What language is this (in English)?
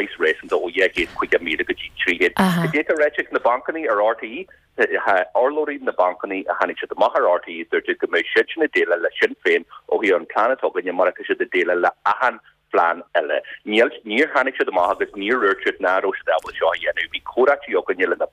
Irish